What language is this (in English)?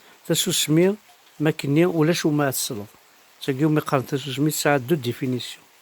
Kabyle